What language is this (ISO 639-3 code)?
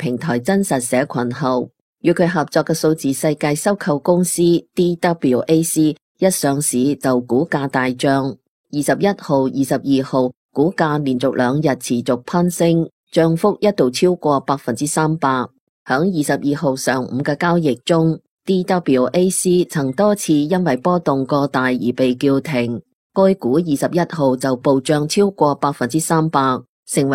yue